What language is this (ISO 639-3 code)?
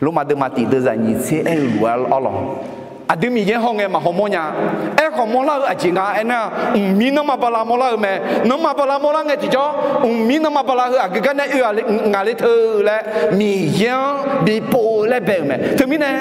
ahk